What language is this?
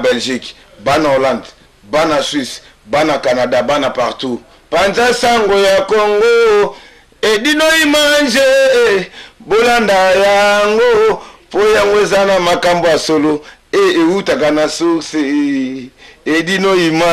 Lingala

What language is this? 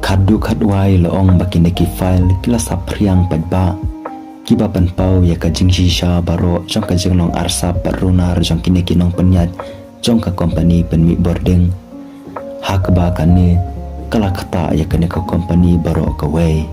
Khasi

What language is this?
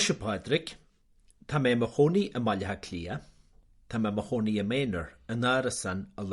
Irish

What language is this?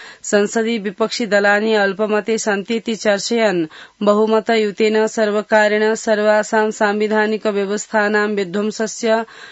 Sanskrit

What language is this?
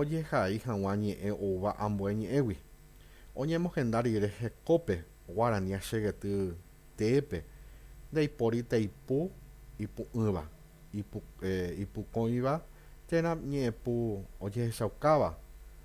Guarani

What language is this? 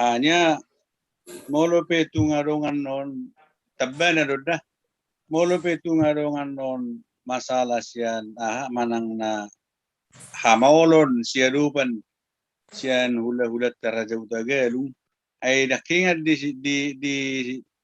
Batak Toba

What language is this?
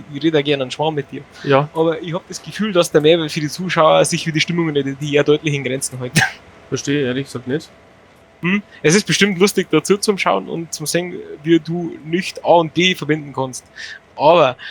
Bavarian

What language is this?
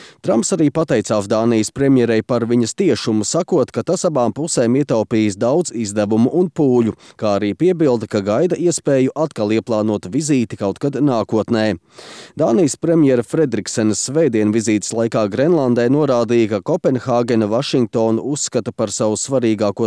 Latvian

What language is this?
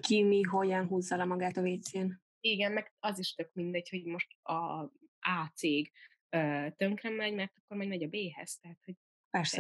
Hungarian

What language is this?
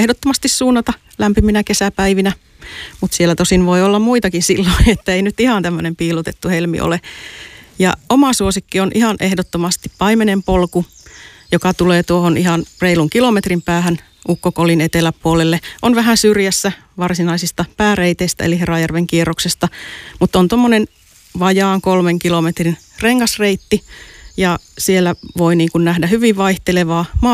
Finnish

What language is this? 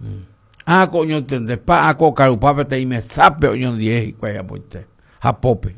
Guarani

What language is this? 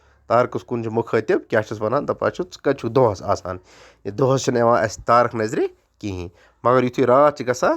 Kashmiri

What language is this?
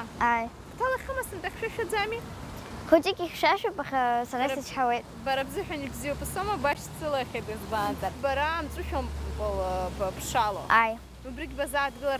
Abkhazian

